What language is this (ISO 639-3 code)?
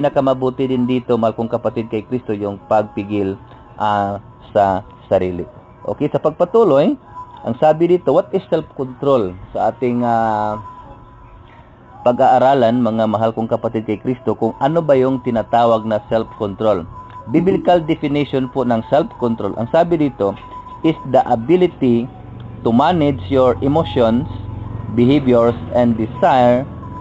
fil